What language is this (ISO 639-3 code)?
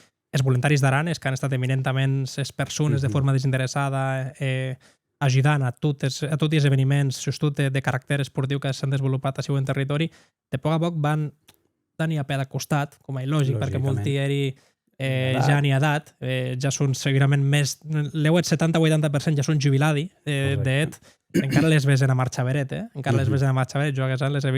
oci